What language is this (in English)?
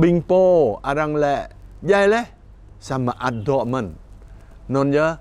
Jarai